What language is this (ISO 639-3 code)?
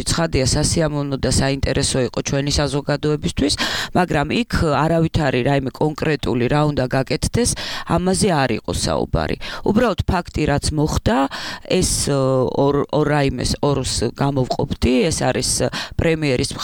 kat